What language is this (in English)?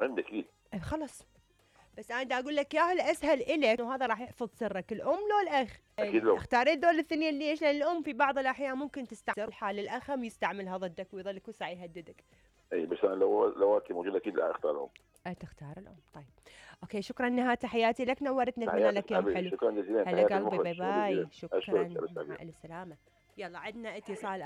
Mesopotamian Arabic